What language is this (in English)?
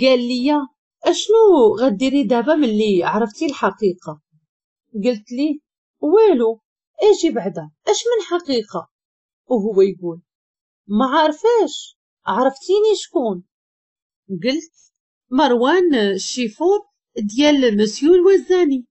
Moroccan Arabic